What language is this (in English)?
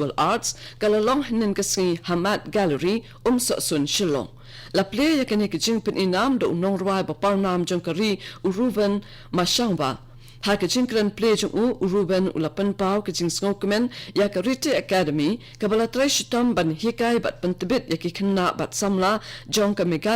Khasi